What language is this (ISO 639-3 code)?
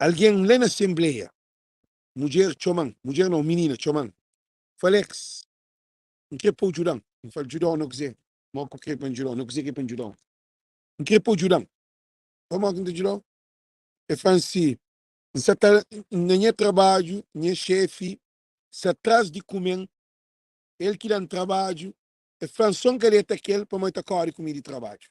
kea